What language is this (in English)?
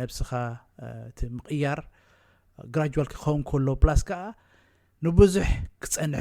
Tigrinya